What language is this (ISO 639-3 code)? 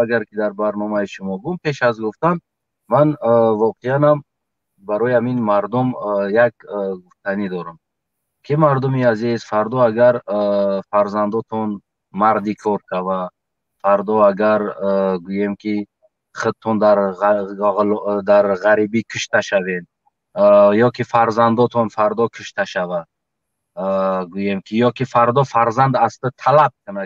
tgk